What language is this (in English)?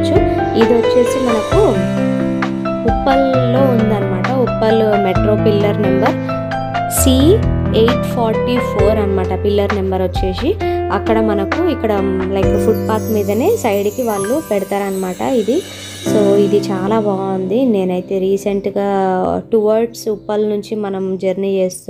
Telugu